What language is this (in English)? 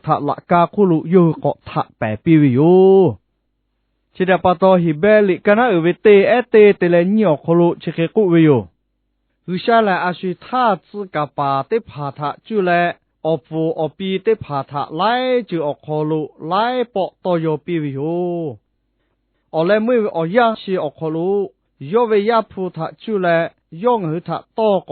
Lahu